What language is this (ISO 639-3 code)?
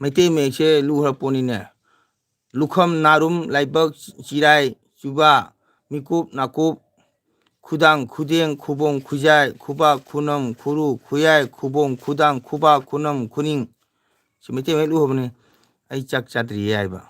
mni